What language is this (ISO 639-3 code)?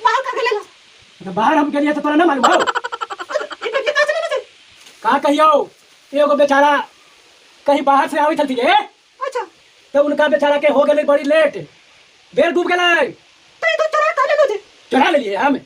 mag